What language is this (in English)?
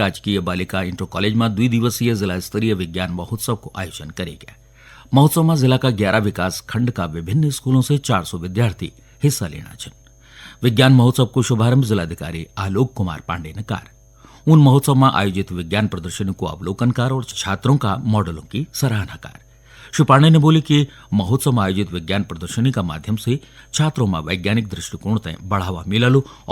Garhwali